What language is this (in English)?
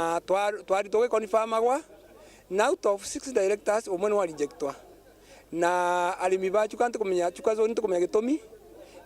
Meru